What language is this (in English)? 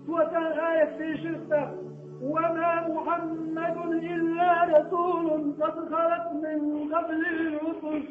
Chechen